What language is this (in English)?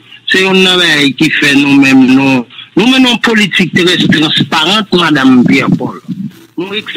Haitian Creole